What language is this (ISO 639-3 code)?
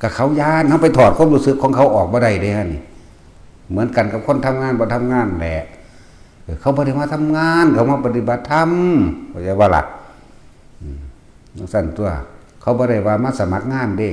tts